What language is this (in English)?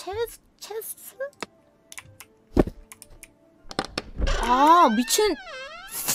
Korean